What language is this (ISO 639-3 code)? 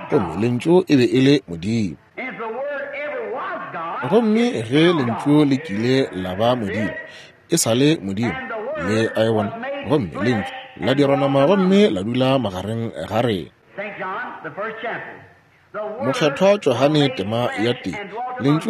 nso